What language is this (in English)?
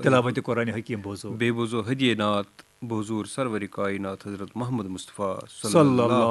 Kashmiri